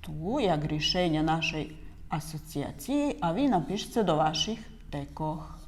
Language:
Rusyn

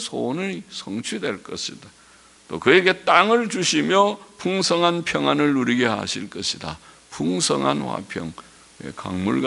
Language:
Korean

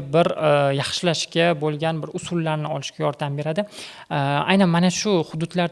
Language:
Uzbek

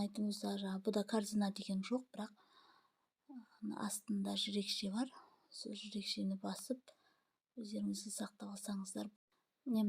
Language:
Kazakh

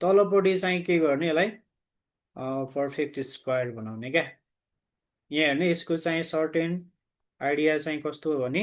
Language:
Nepali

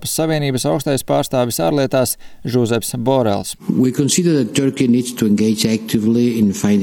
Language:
Latvian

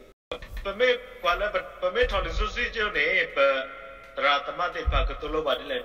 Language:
S'gaw Karen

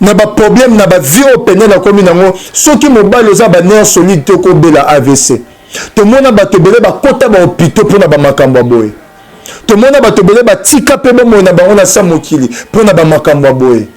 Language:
Lingala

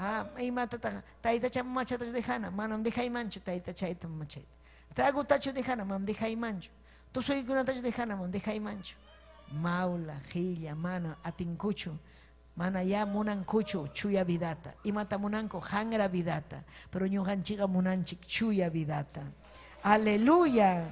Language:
Ayacucho Quechua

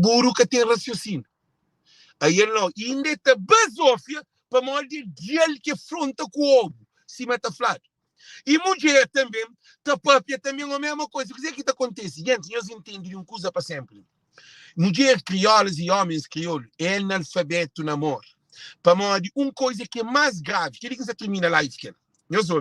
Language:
Kabuverdianu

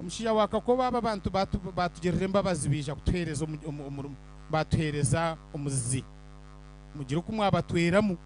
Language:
Nyankole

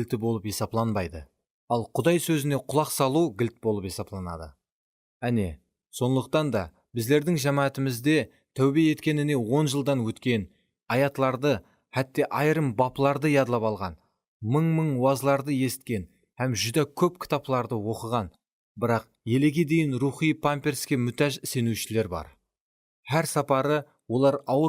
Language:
Kara-Kalpak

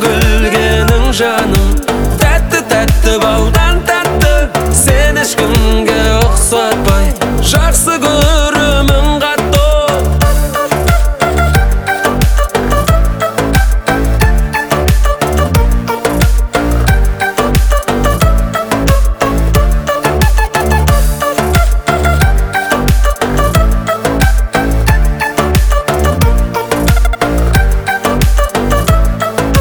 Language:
Kazakh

